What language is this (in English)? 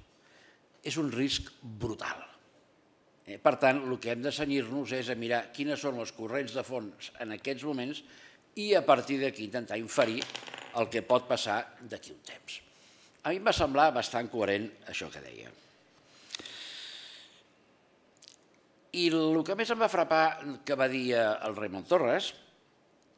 Catalan